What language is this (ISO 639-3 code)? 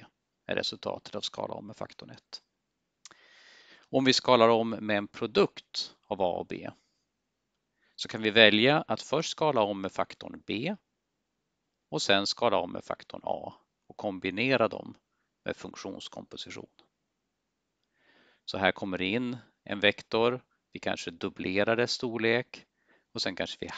swe